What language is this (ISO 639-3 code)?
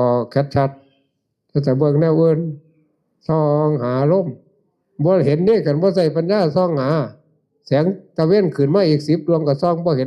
tts